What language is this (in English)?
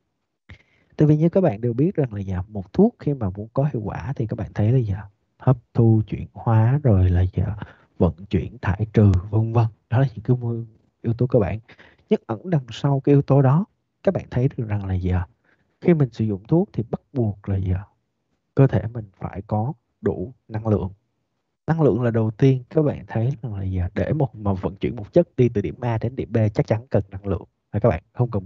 Vietnamese